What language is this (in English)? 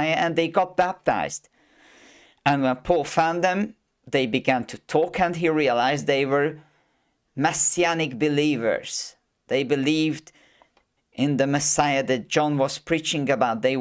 English